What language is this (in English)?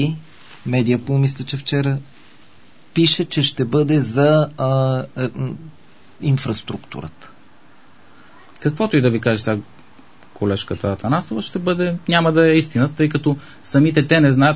Bulgarian